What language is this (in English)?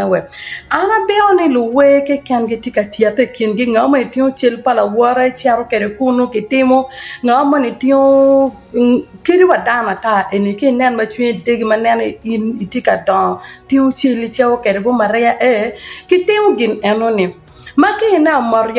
Acoli